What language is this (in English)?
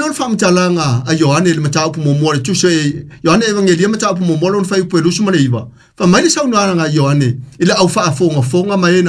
Samoan